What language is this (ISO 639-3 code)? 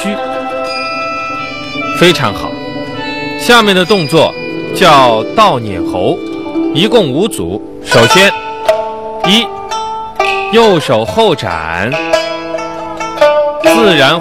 zho